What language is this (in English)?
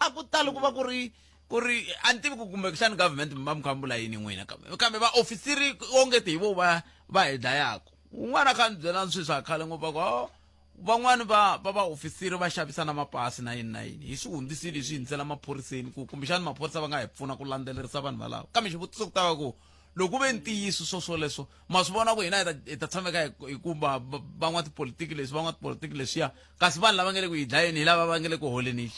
Tsonga